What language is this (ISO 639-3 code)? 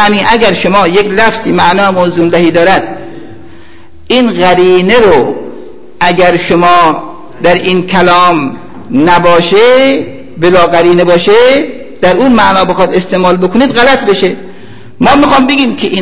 fas